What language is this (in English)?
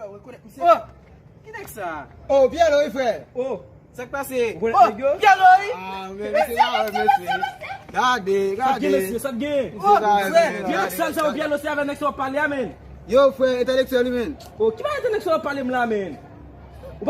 Haitian Creole